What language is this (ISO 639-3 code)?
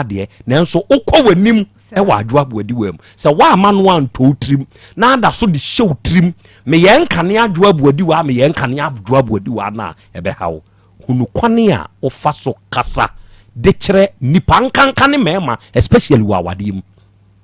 aka